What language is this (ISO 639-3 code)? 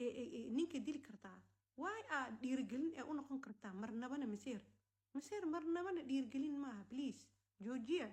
som